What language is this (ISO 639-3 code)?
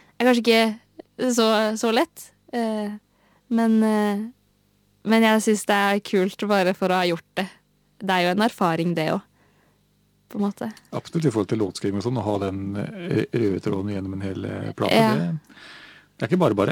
nor